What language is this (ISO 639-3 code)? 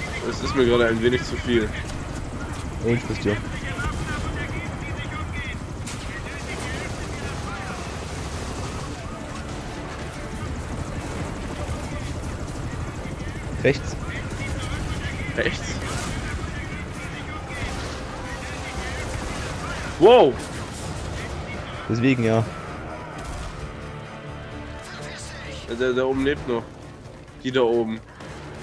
deu